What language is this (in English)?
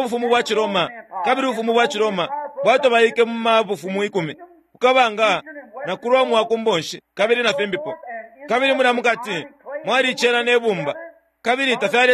Bemba